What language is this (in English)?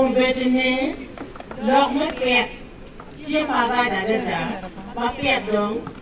Acoli